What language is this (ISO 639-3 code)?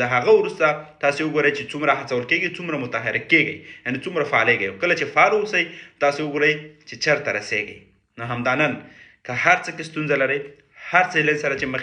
pus